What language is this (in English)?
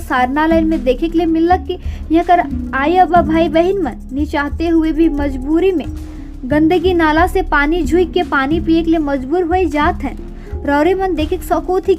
Sadri